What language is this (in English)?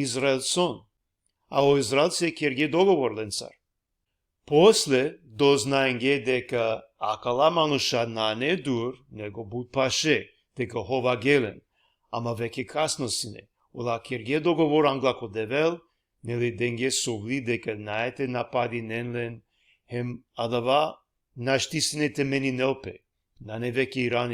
Balkan Romani